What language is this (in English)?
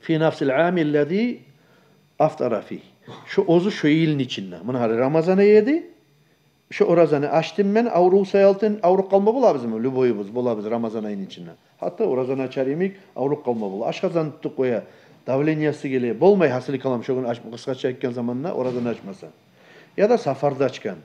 Kumyk